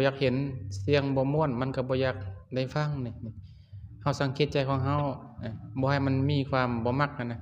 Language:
Lao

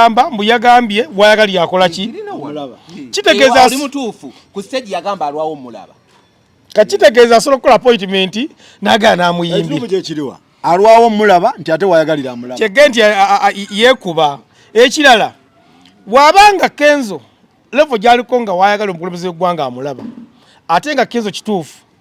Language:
Ganda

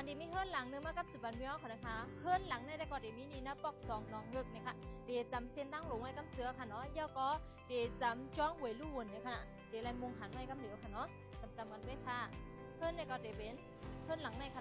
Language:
Shan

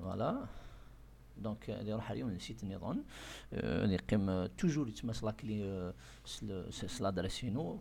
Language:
Kabyle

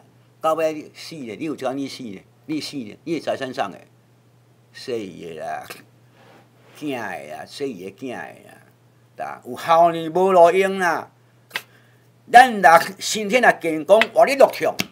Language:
Min Nan Chinese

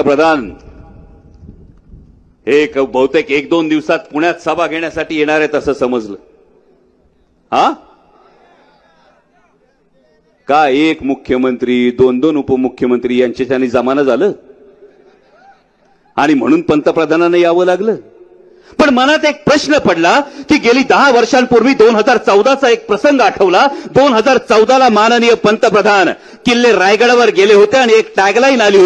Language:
Marathi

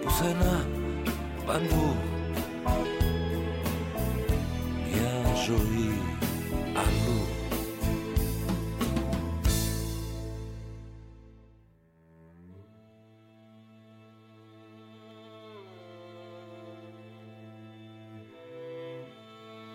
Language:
Greek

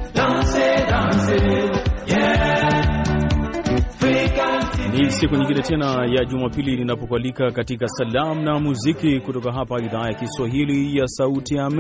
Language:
Swahili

